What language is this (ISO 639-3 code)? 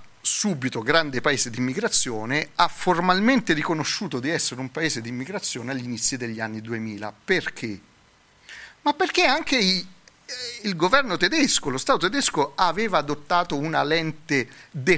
ita